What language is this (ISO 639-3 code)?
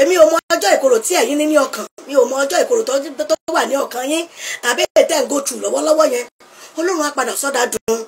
yor